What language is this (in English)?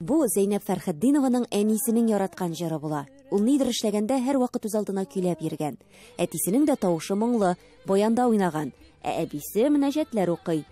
Tatar